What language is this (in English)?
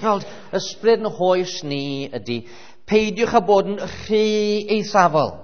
Welsh